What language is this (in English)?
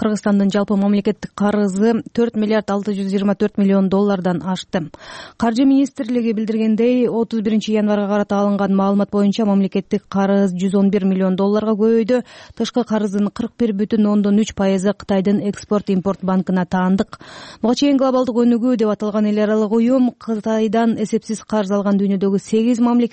Kyrgyz